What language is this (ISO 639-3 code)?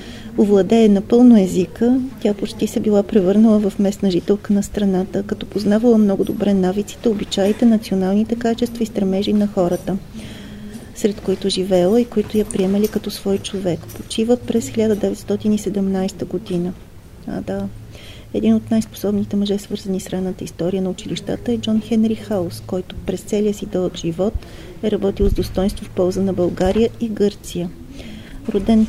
bul